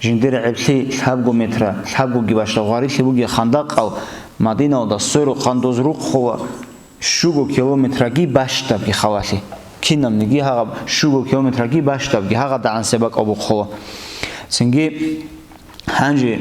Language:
Avaric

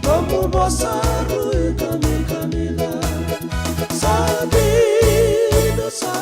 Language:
Fijian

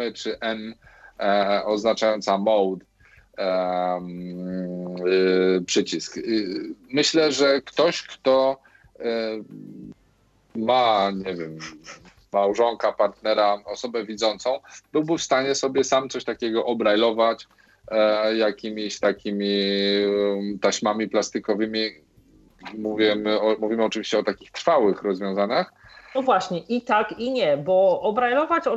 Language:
Polish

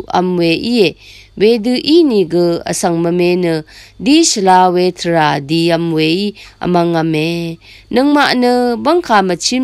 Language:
Rawang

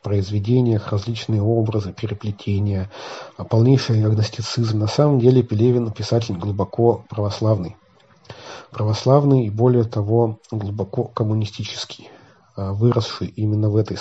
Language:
Russian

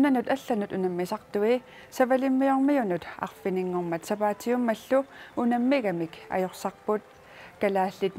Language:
Kalaallisut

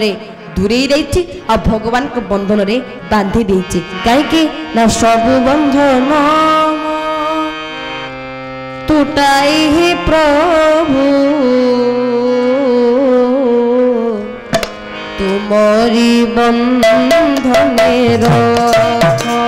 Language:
Odia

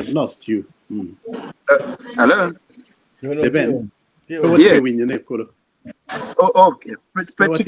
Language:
Acoli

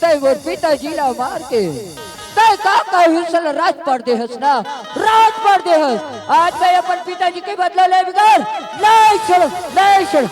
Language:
Chhattisgarhi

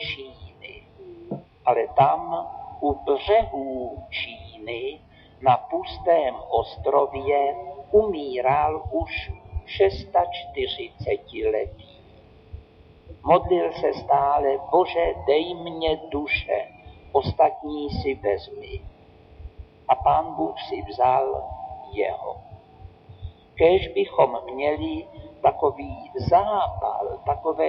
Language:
Czech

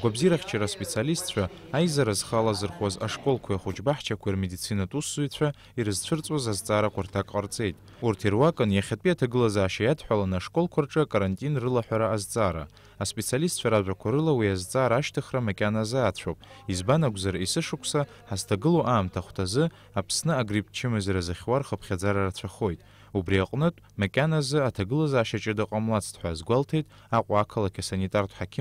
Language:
Abkhazian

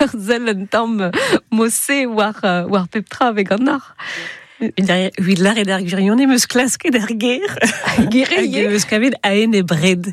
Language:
Breton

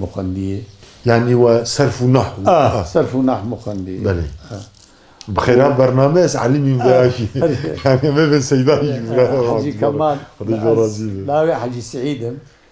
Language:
Kurdish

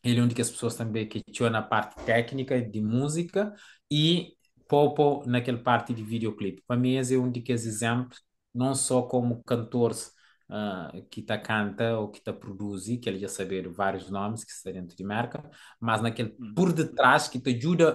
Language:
Kabuverdianu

